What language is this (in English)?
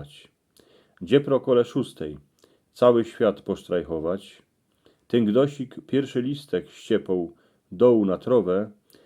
Silesian